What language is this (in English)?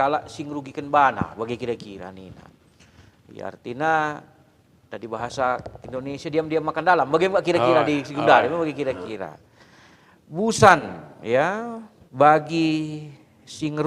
Batak Karo